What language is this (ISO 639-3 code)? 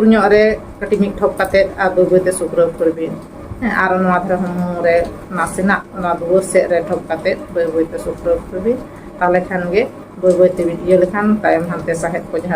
sat